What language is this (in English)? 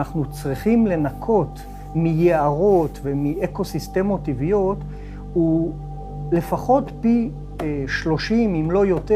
Hebrew